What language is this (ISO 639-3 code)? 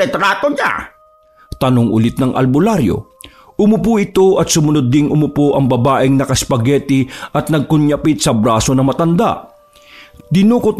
fil